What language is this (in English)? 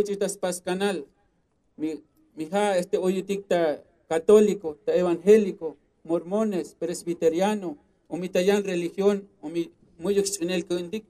Tzotzil